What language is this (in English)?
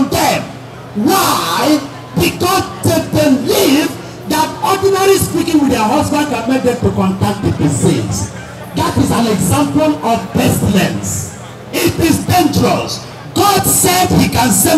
Igbo